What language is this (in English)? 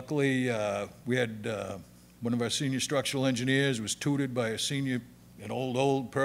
English